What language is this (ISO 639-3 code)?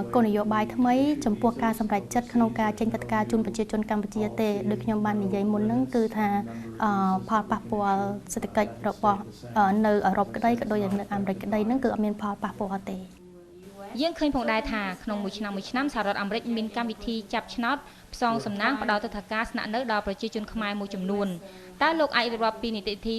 khm